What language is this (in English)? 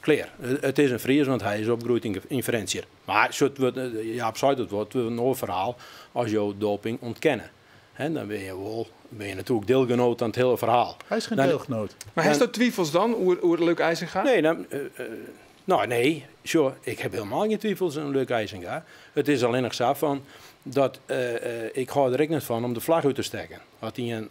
Western Frisian